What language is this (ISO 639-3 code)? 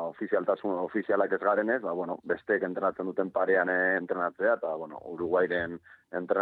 eus